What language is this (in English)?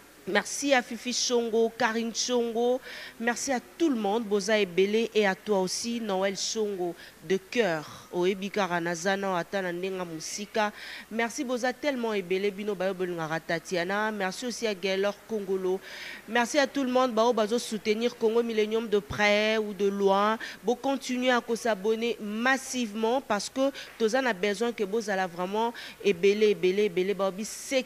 Lingala